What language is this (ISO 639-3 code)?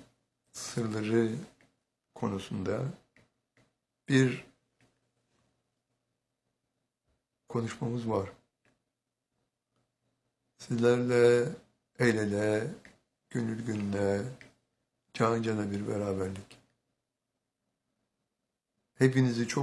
tur